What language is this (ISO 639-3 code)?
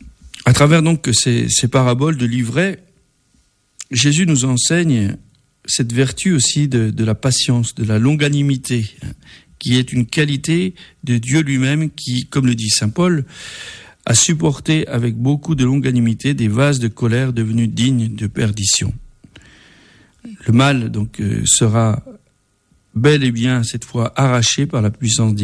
fra